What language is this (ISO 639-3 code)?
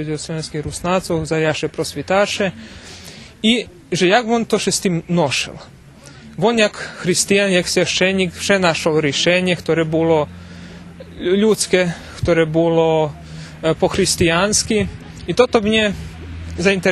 rue